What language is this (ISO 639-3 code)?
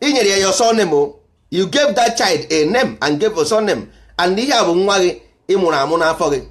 ibo